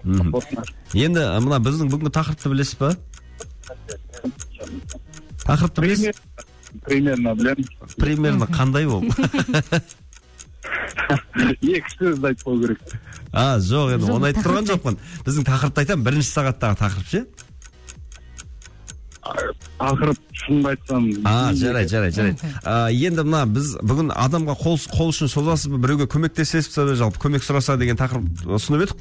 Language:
Kazakh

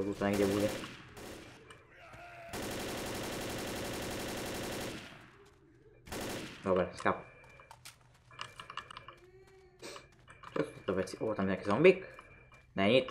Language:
Slovak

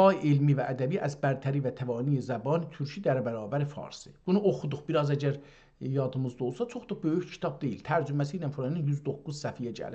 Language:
South Azerbaijani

